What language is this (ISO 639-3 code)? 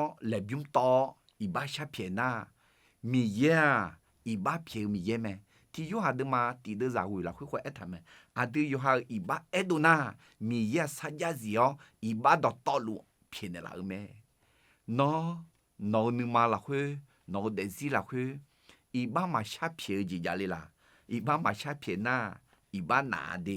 ahk